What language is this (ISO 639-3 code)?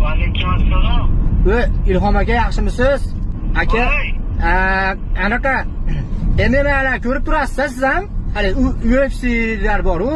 uzb